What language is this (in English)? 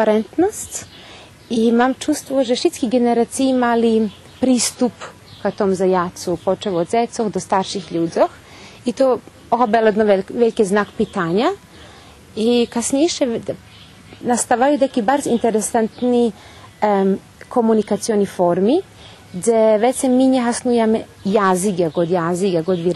Rusyn